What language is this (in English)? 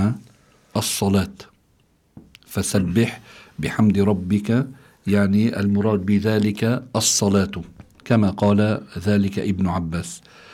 Arabic